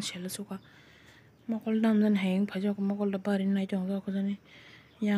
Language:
Kok Borok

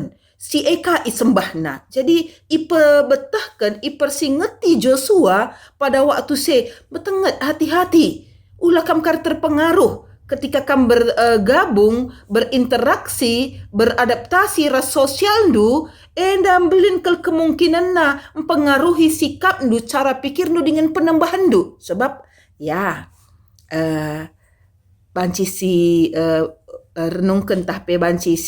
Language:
Batak Karo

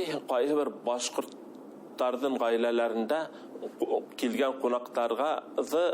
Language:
Bashkir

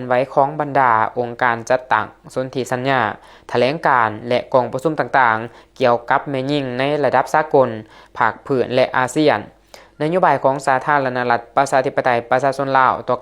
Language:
Lao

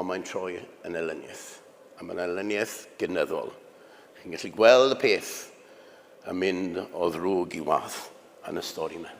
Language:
Welsh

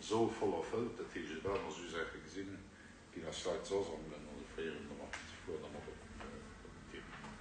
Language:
Luxembourgish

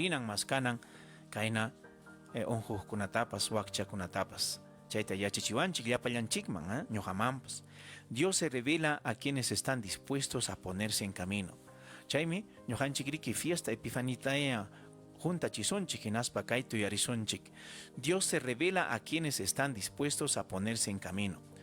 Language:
Ayacucho Quechua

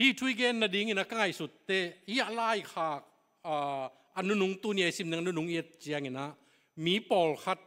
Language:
Tedim Chin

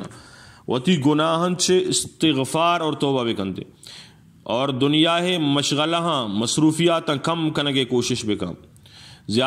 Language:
Eastern Balochi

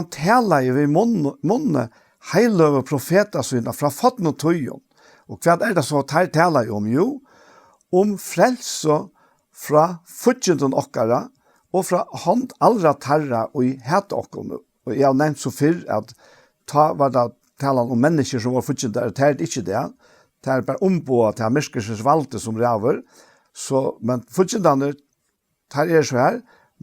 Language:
Faroese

